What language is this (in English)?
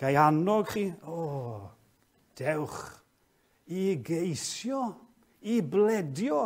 Welsh